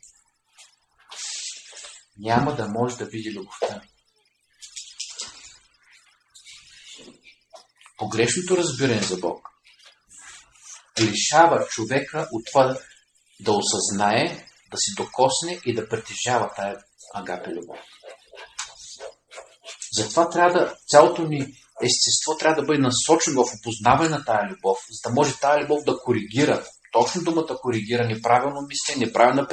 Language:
Bulgarian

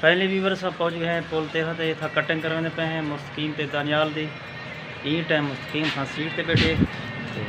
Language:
Saraiki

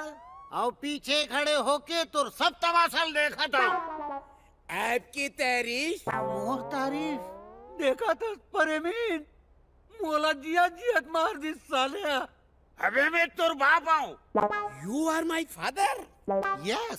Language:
Chhattisgarhi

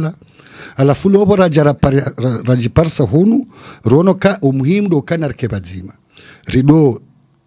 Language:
Swahili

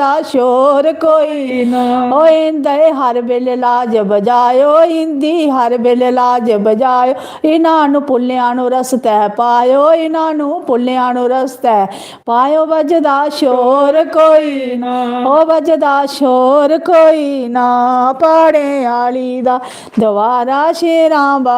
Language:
Dogri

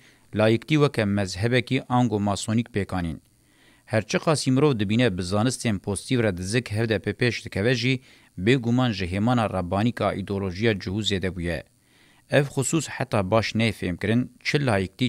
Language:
Kurdish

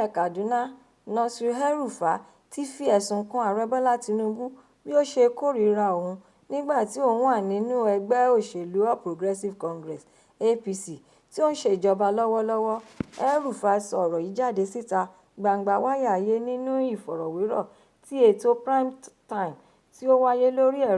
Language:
Yoruba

